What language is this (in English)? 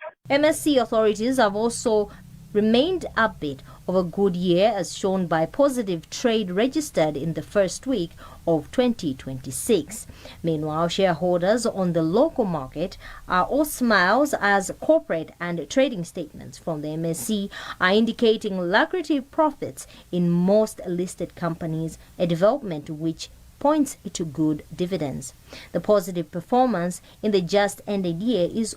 English